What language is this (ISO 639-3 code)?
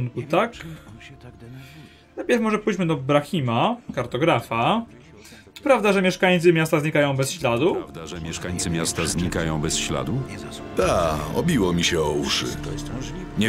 pol